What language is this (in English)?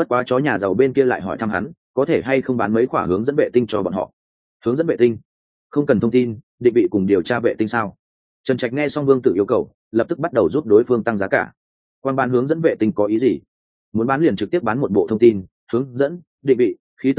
Vietnamese